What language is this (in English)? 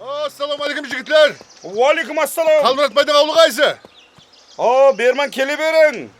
Kara-Kalpak